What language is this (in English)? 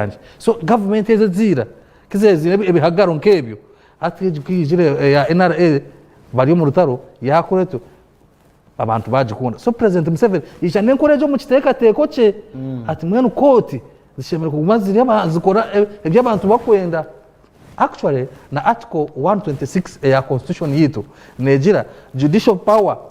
Nyankole